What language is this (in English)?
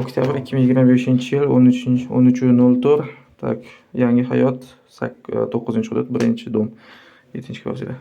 Uzbek